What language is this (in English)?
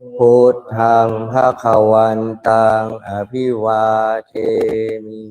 Pali